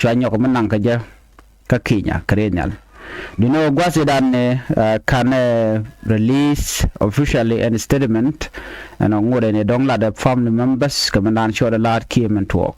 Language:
Nuer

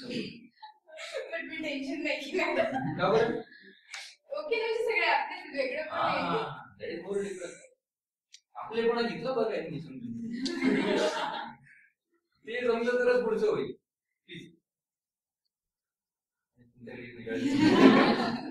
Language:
Marathi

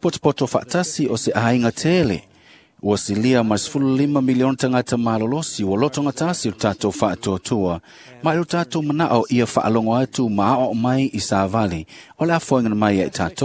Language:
Samoan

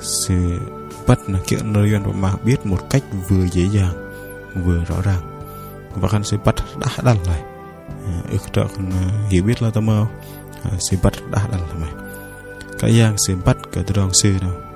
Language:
Bahnar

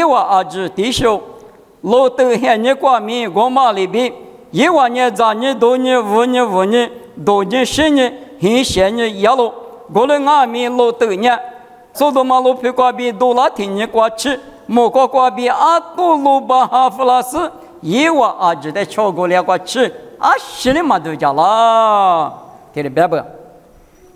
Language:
Lisu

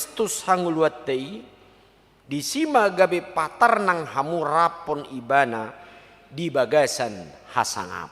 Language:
Batak Toba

